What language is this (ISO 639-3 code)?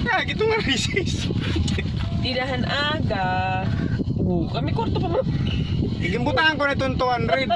war